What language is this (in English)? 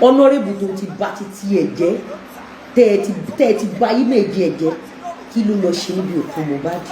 Yoruba